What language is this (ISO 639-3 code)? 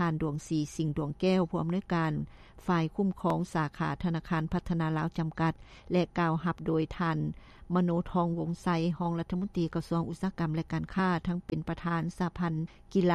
lao